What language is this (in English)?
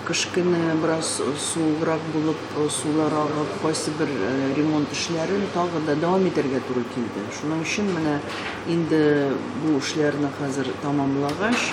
Tatar